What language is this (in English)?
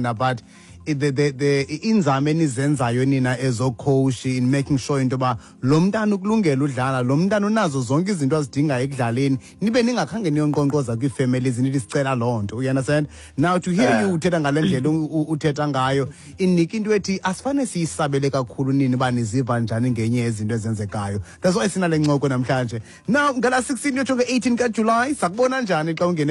Xhosa